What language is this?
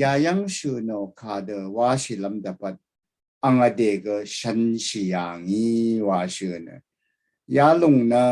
Rawang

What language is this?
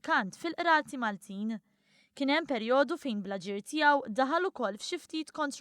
Maltese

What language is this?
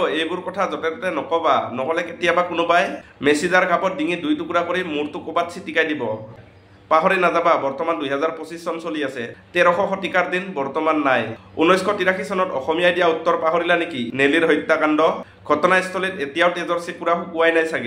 Assamese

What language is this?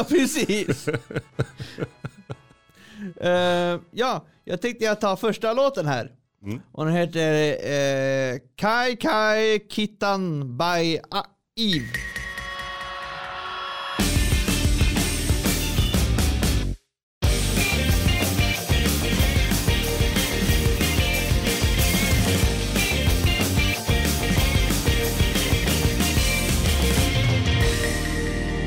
Swedish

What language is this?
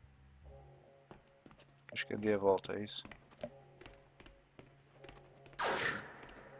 Portuguese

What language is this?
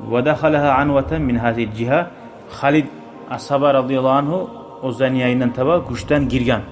Kumyk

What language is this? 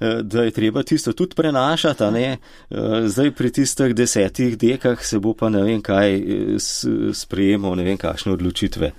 Slovenian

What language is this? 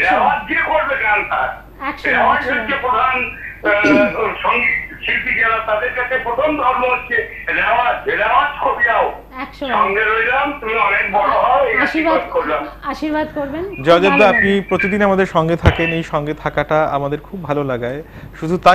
Bangla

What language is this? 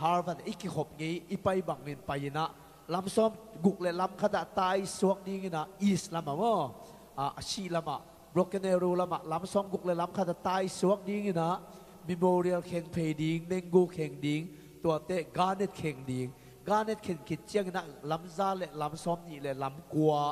Tedim Chin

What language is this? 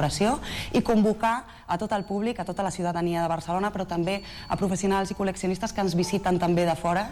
Catalan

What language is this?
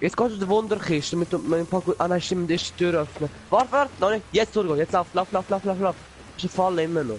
Swiss German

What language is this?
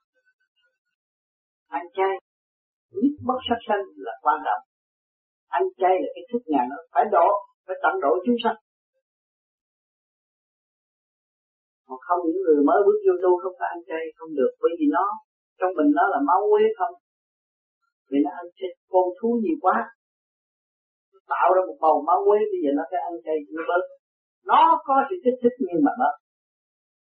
Vietnamese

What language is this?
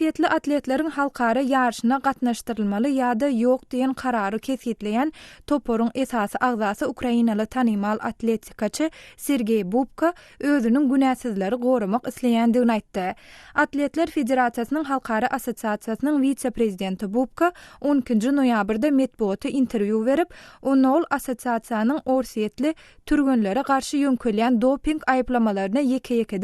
Turkmen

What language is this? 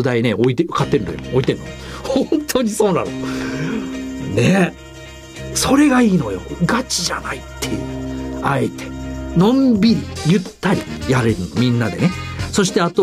Japanese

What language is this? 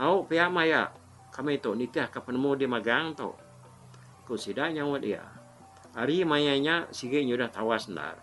Iban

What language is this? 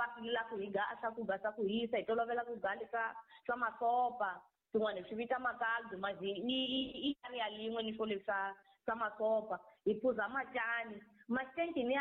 Tsonga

